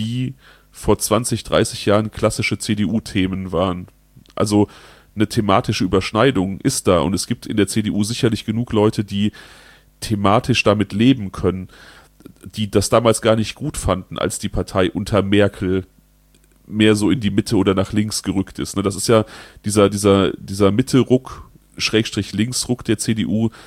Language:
German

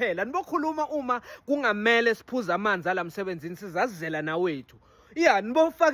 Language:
Zulu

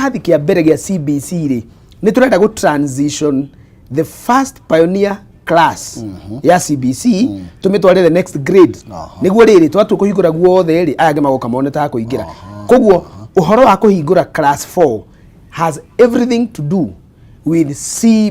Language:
Kikuyu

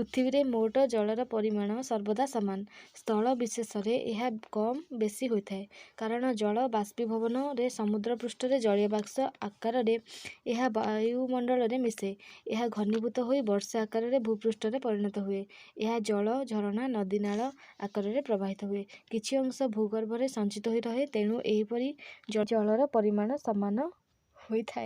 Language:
Odia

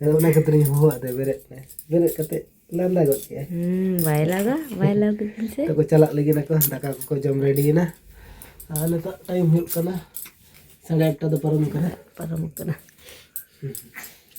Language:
Santali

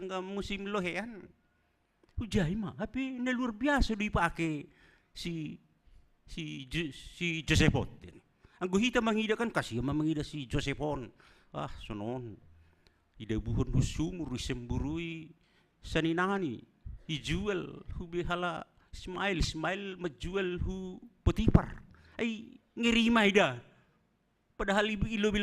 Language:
Batak Simalungun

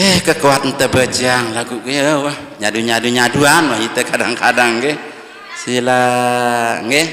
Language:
Sasak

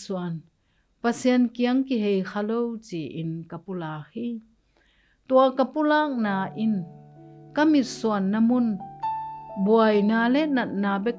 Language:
Tedim Chin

